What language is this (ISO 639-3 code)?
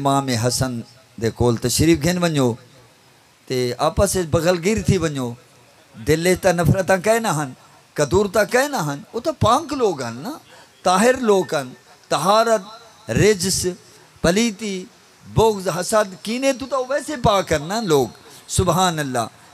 skr